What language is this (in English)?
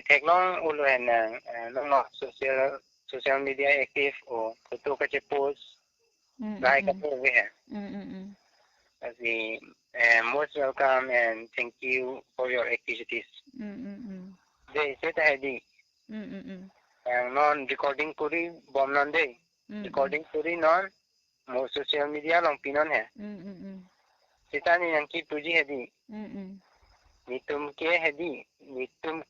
Karbi